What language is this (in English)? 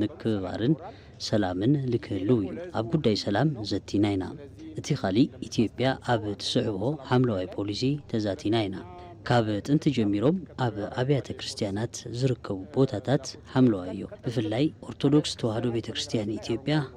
Tigrinya